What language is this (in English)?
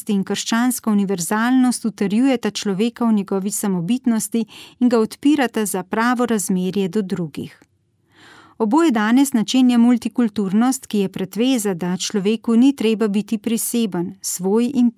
Slovenian